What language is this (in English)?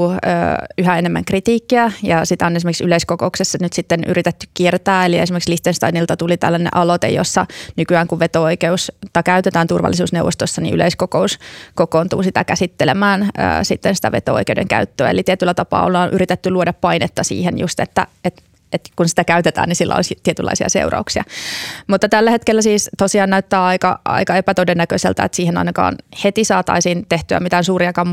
Finnish